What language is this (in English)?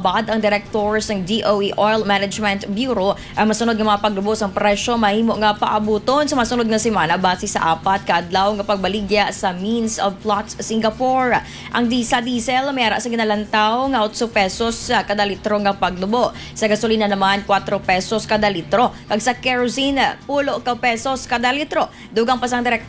Hiligaynon